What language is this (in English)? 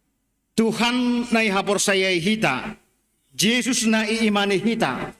Batak Simalungun